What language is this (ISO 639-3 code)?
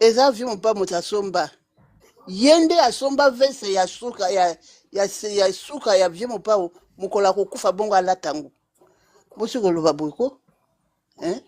lin